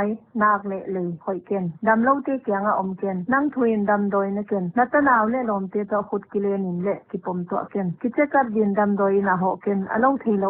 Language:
Paite Chin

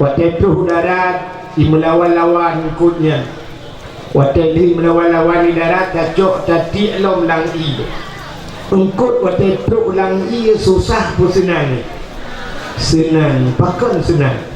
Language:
Achinese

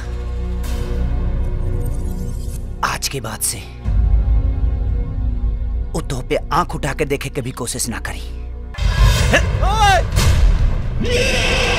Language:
Bhojpuri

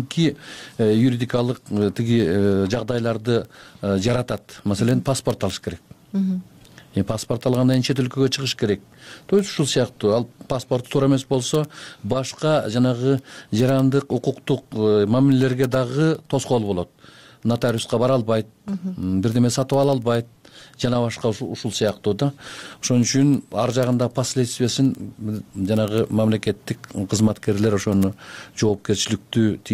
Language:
Kyrgyz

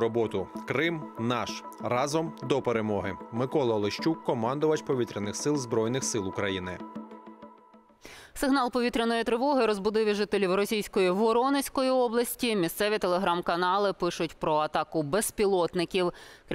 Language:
Ukrainian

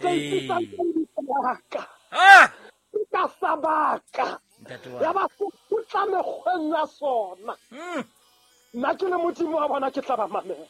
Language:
Southern Sotho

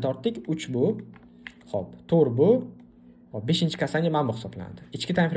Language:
Uzbek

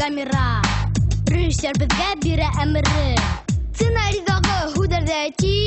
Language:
Bashkir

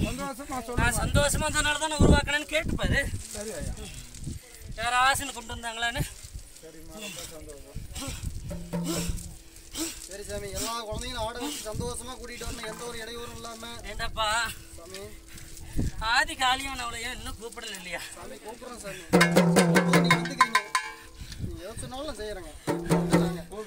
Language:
Tamil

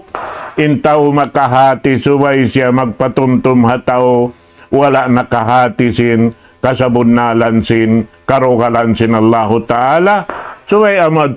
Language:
Tausug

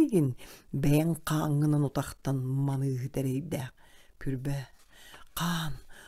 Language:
Yakut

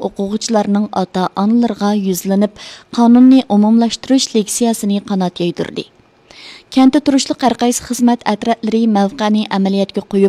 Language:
Uyghur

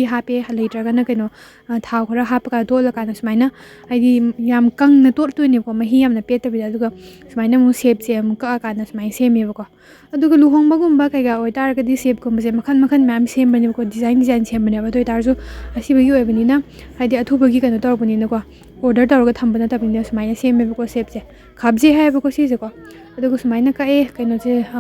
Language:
Manipuri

